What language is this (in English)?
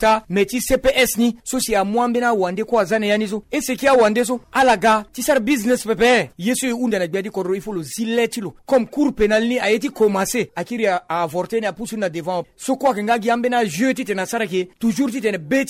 Sango